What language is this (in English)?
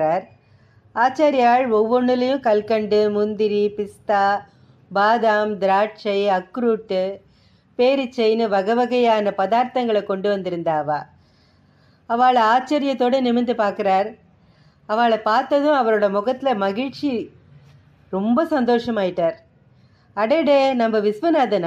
Tamil